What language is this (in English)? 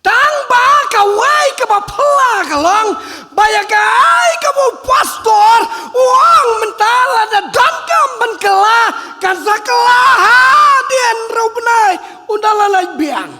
Khasi